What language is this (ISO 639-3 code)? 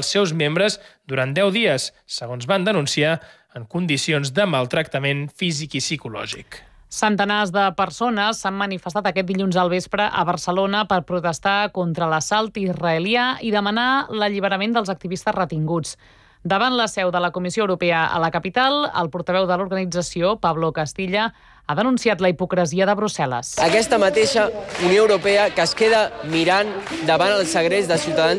cat